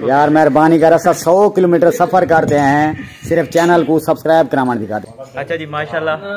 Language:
Saraiki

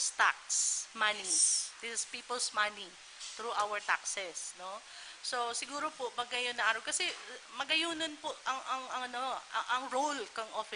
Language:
Bikol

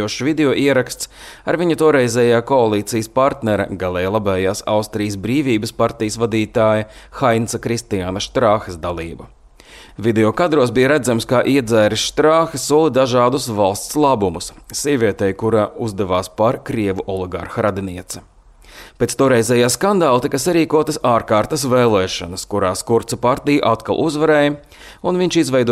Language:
Latvian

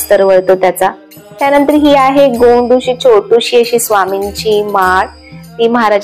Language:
Marathi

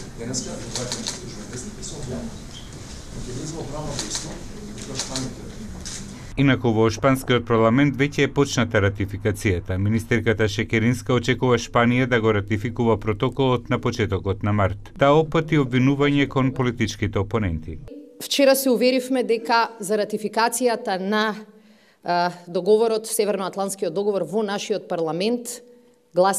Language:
Macedonian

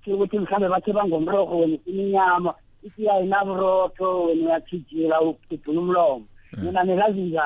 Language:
South Ndebele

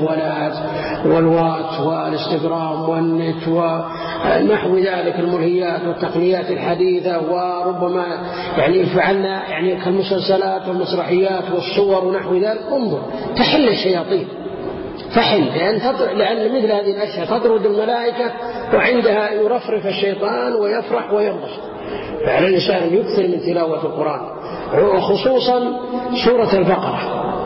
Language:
Arabic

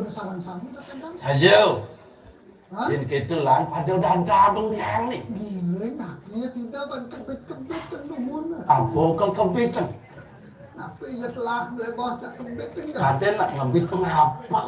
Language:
Balinese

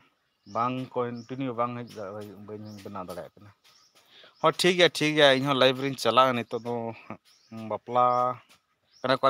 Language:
Santali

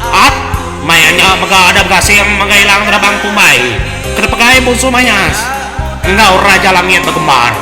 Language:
Iban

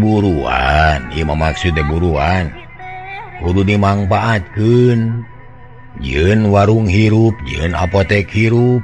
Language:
Sundanese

